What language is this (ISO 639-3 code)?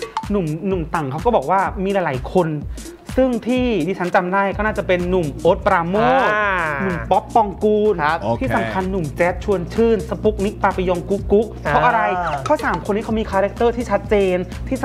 tha